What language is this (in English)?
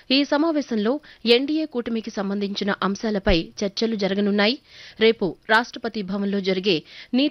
Telugu